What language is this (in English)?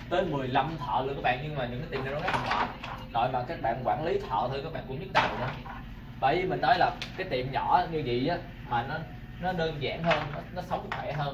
Vietnamese